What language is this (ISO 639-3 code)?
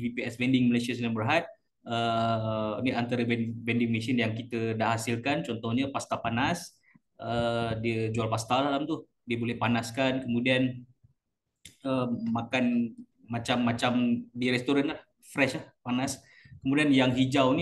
msa